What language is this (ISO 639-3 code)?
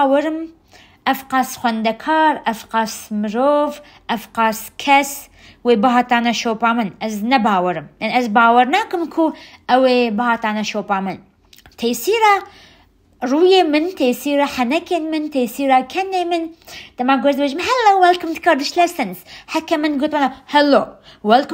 kur